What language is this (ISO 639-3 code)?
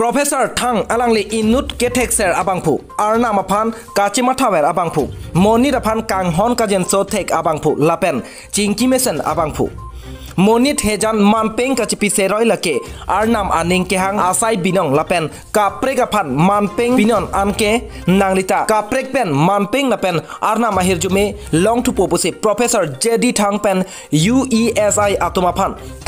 mjw